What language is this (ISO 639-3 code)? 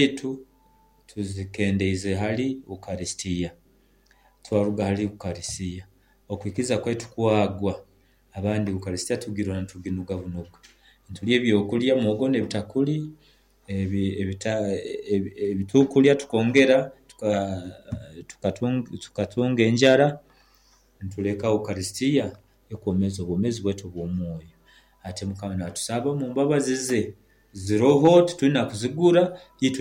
nyo